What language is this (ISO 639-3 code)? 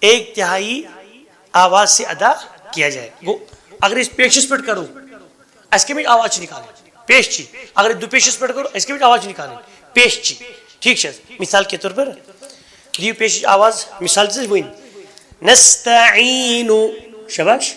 kas